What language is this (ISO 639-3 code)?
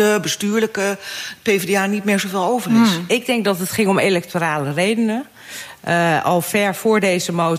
nld